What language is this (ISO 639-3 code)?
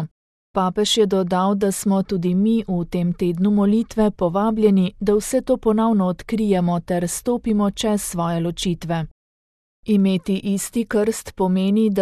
slv